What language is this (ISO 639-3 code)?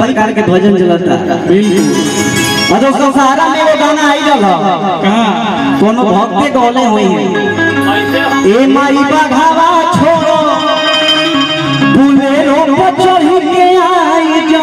bho